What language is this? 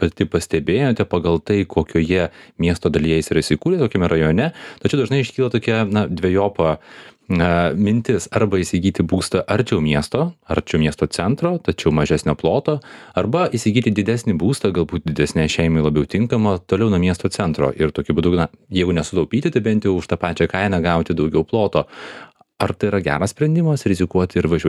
Lithuanian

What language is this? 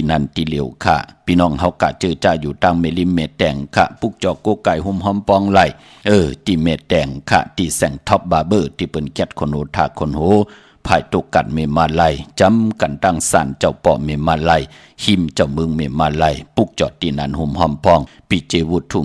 Shan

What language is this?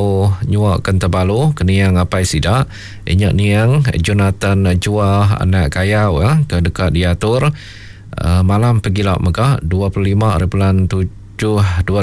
Iban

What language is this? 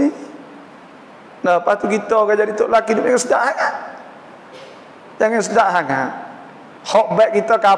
Pattani Malay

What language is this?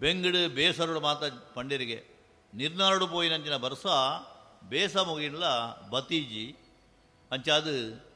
Tulu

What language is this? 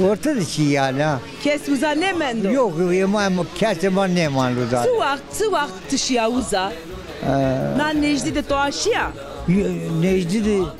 Zaza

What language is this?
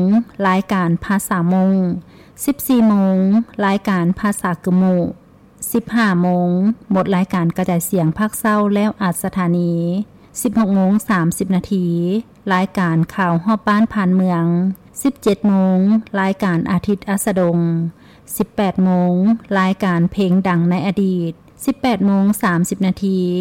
Lao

